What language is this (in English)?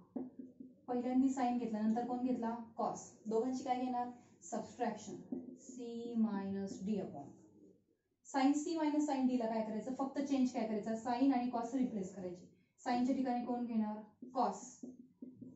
Marathi